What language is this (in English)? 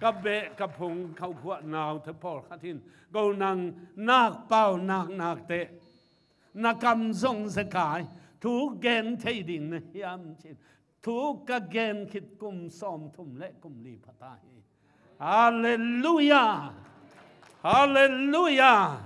Tedim Chin